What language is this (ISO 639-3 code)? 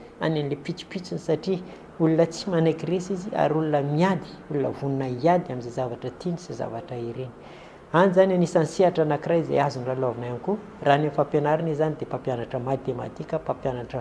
mlg